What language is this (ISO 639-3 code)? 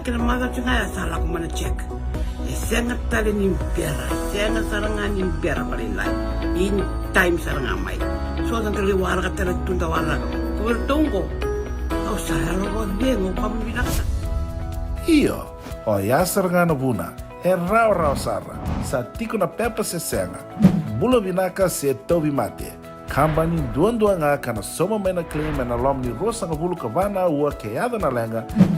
fij